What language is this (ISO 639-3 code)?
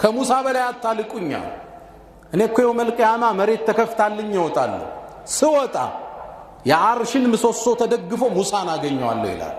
amh